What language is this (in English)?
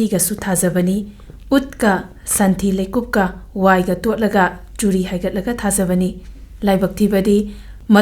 Manipuri